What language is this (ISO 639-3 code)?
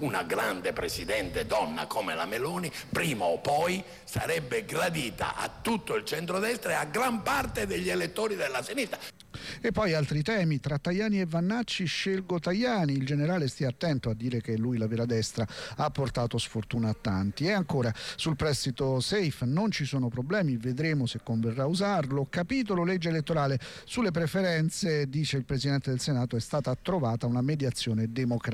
ita